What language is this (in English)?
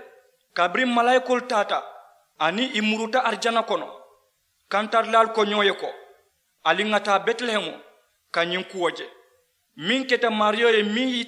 Mandingo